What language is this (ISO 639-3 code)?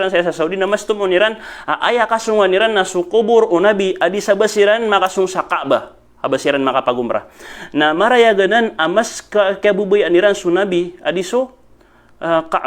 mrw